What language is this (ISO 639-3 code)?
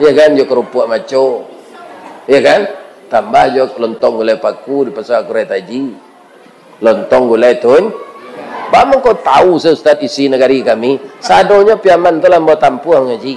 min